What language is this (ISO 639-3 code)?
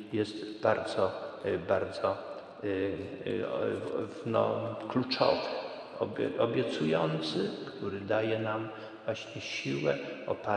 pol